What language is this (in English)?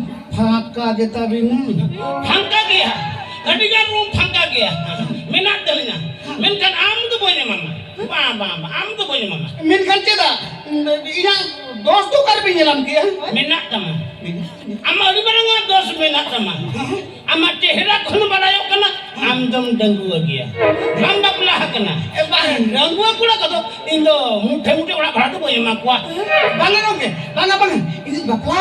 Santali